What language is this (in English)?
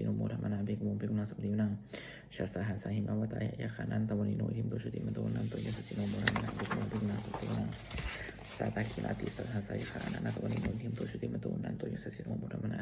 Pali